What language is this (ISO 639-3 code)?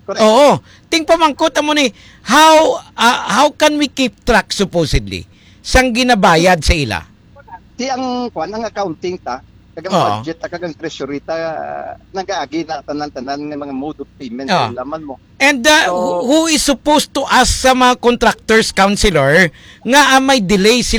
hil